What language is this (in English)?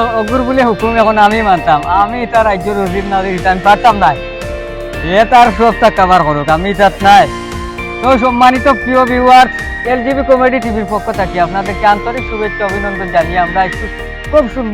Sylheti